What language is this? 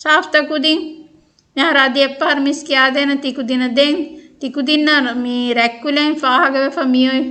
Divehi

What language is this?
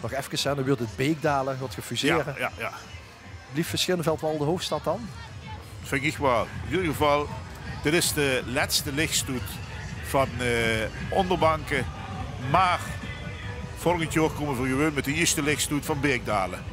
Limburgish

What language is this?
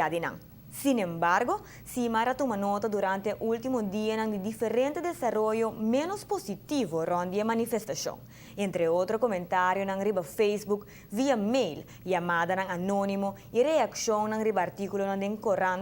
Papiamento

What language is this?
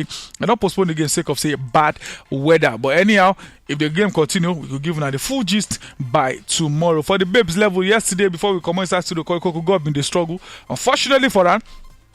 Nigerian Pidgin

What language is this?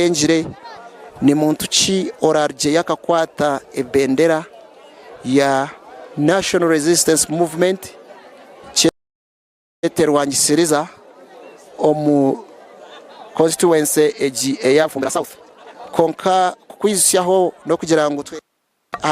Nyankole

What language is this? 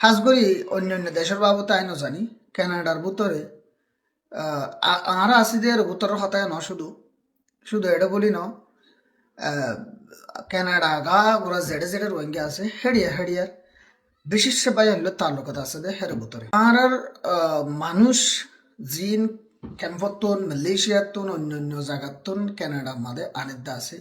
Rohingya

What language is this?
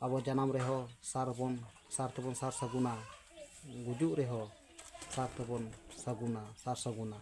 Santali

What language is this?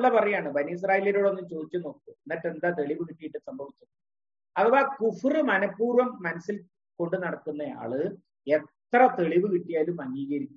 Malayalam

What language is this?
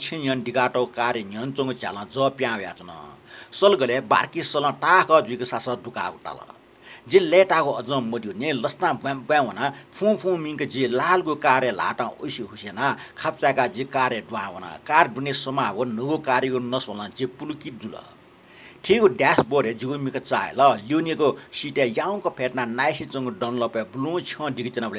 Newari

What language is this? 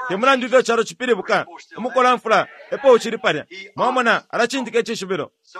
Bemba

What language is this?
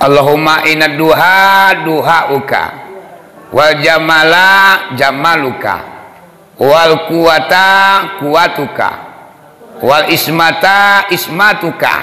Minangkabau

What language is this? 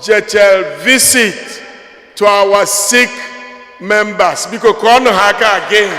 Igbo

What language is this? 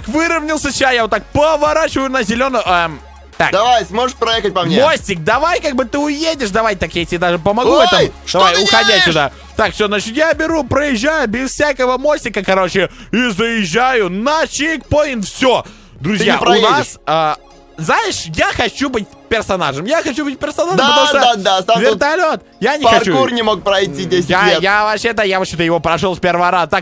Russian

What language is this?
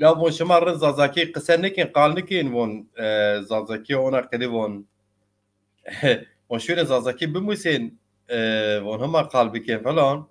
Zaza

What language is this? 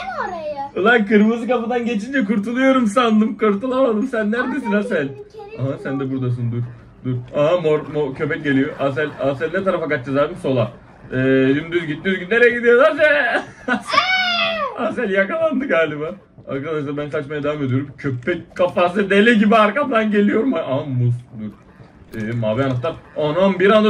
Turkish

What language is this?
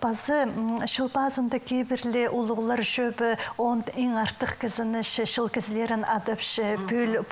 Khakas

